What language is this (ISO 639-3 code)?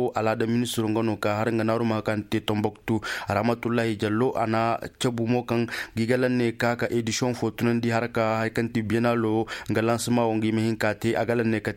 ses